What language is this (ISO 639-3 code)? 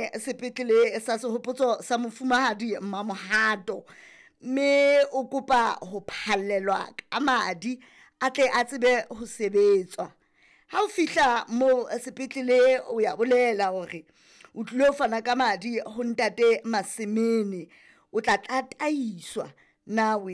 sot